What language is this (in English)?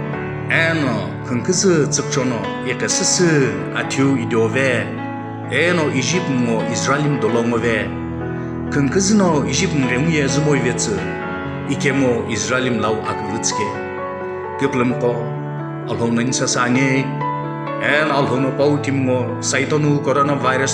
Sumi Naga